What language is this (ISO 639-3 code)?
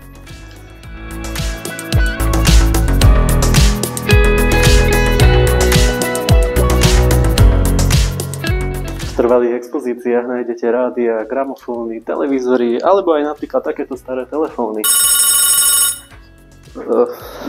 slk